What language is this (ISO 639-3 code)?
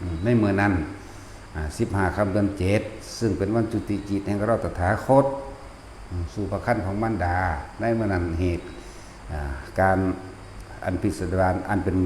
tts